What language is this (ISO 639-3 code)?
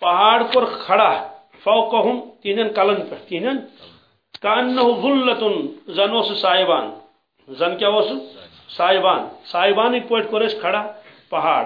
kas